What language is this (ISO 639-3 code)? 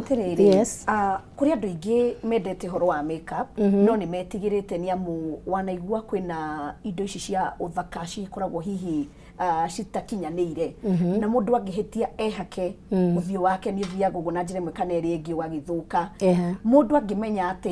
kik